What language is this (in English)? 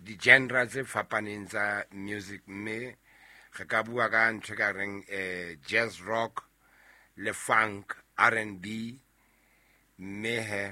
Southern Sotho